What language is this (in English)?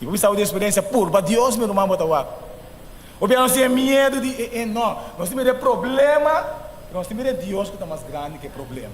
Papiamento